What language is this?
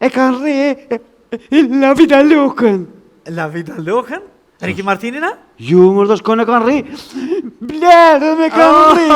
Albanian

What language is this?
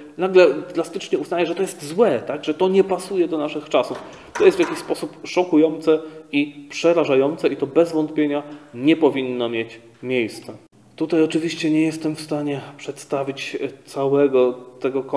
Polish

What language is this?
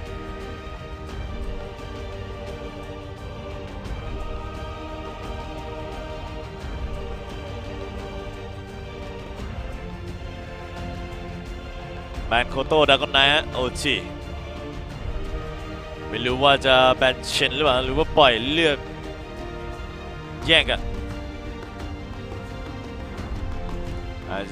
Thai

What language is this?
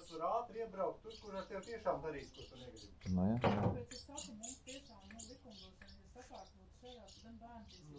Latvian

